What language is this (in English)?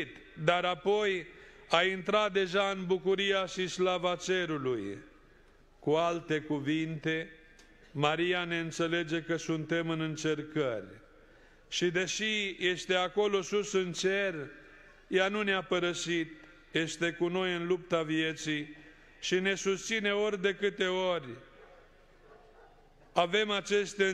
Romanian